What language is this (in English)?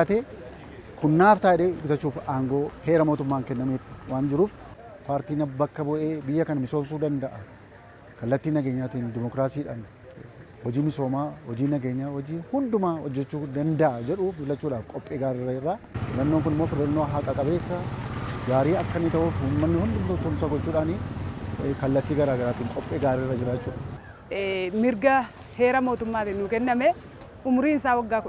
Oromo